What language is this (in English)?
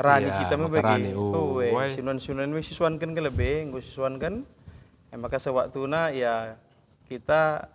Batak Karo